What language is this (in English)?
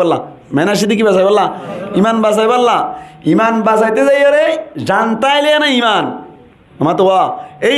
Rohingya